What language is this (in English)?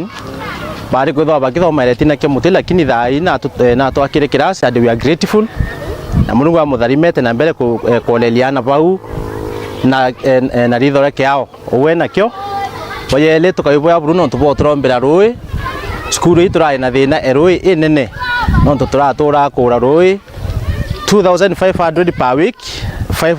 Meru